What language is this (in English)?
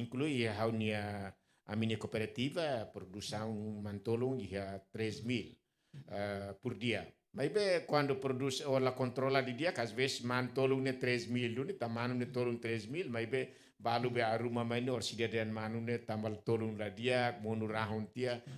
Tetum